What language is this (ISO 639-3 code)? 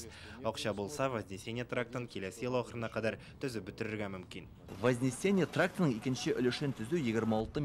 tat